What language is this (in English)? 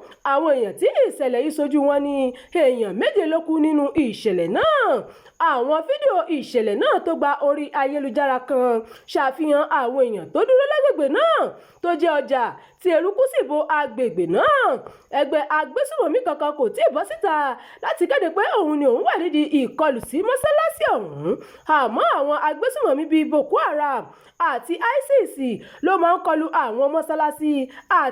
Yoruba